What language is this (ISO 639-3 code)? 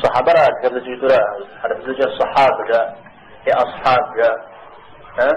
kbd